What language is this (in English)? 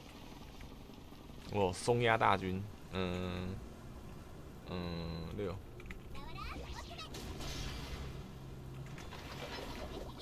Chinese